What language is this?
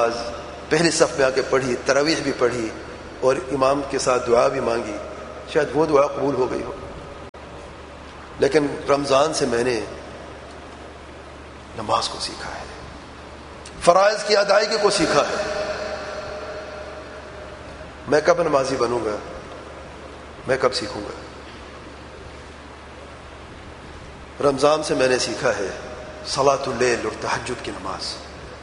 Urdu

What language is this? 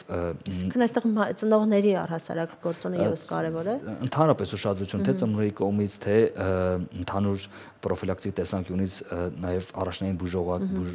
Armenian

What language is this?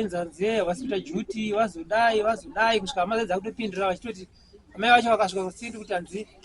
Shona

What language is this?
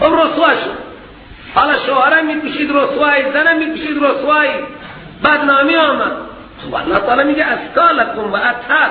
Persian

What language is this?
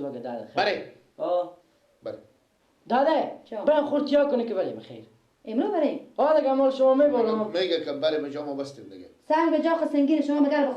Persian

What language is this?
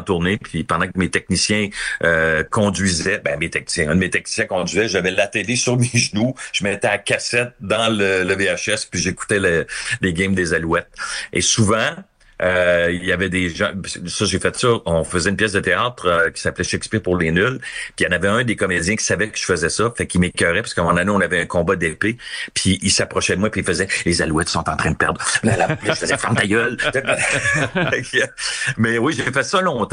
French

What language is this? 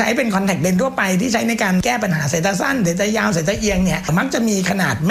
Thai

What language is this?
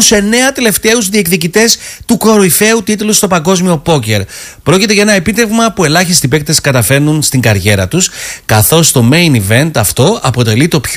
Greek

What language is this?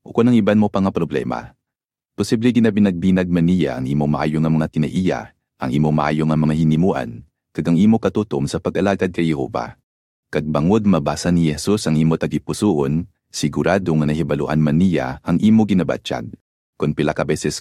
Hiligaynon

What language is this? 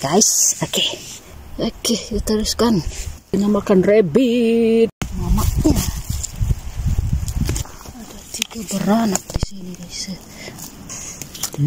Malay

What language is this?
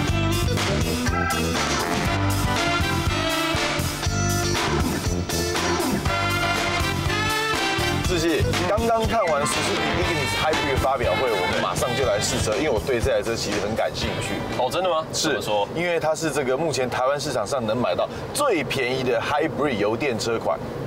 Chinese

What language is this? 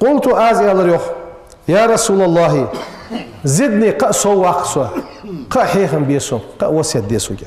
Ingush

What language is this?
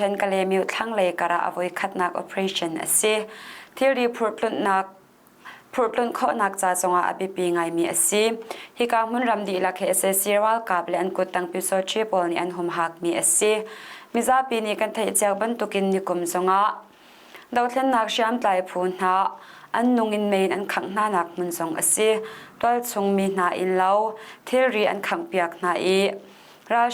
Hakha Chin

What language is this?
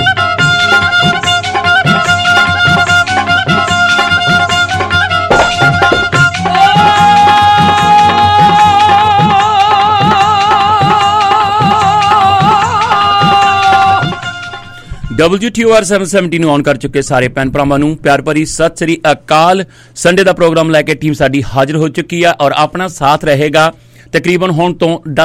Punjabi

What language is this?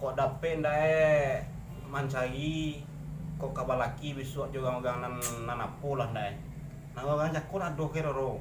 Minangkabau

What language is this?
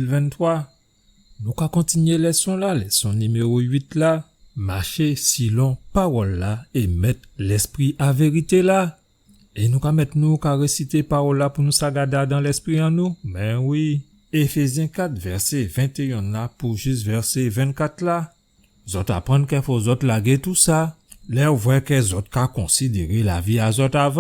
Guadeloupean Creole French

